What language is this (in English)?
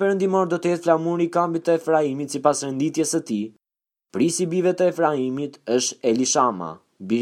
Albanian